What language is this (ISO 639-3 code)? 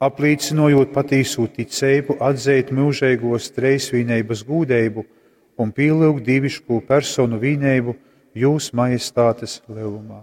ltg